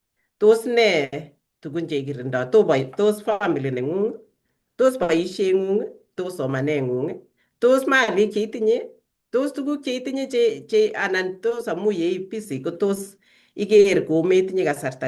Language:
Kalenjin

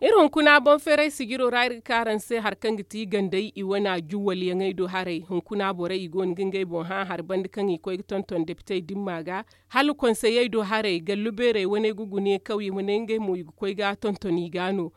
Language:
Zarma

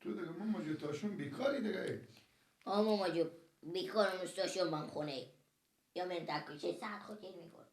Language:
Persian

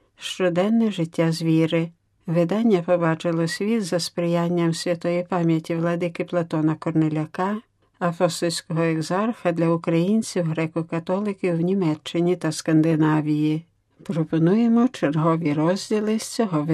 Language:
Ukrainian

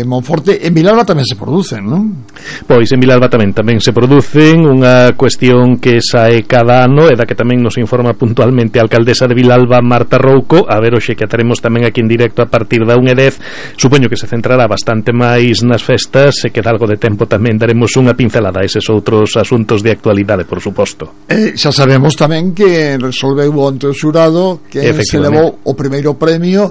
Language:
Galician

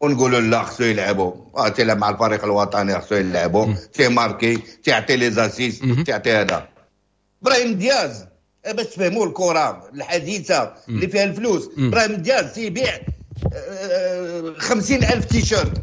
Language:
Moroccan Arabic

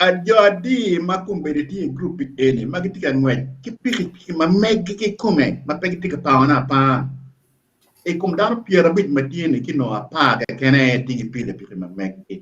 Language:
Acoli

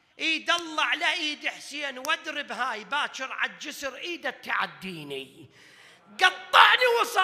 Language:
Mesopotamian Arabic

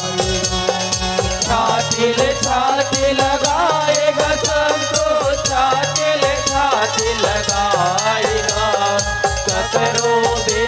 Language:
Chhattisgarhi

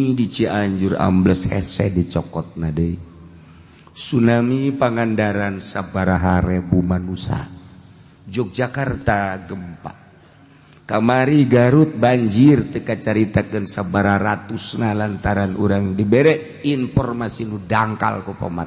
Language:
Sundanese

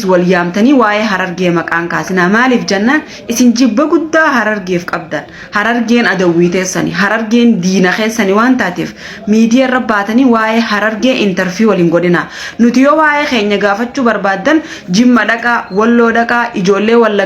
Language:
Oromo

